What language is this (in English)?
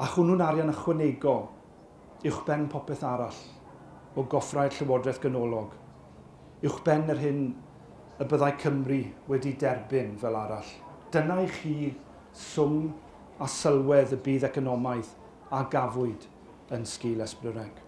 Welsh